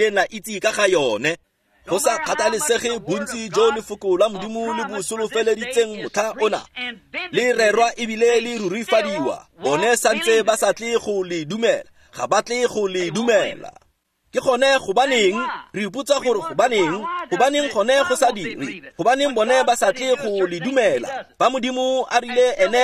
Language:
Tswana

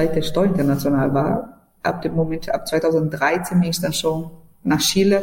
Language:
German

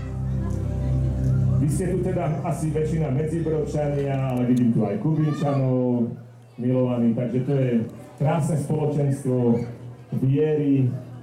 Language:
Slovak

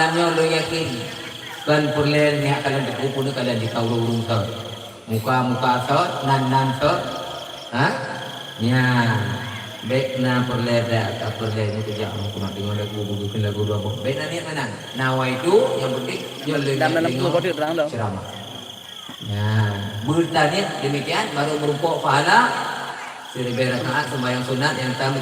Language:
Achinese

